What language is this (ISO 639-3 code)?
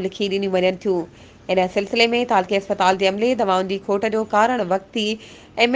snd